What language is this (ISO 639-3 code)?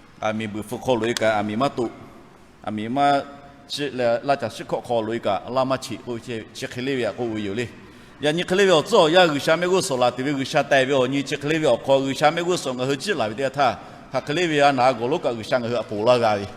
lhu